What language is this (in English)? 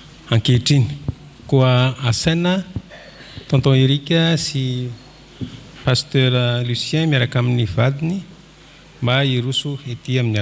Malagasy